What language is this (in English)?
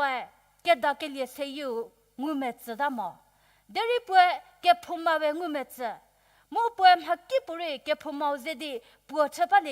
Angami Naga